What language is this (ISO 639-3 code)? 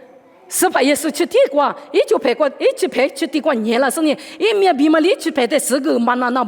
lis